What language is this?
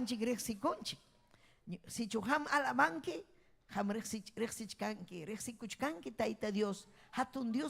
Ayacucho Quechua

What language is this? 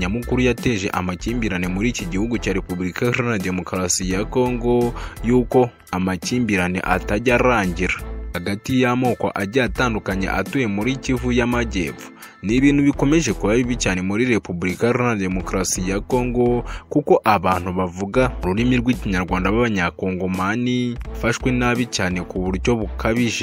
Kinyarwanda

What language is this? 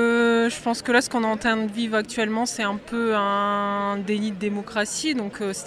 French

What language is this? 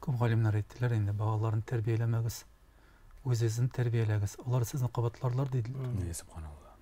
Tatar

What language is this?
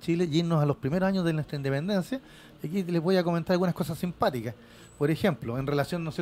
Spanish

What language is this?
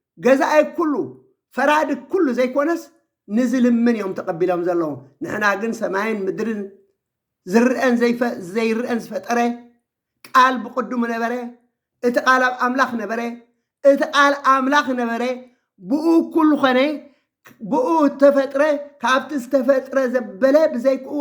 Tigrinya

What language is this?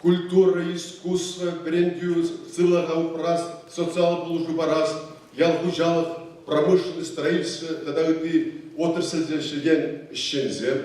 Chuvash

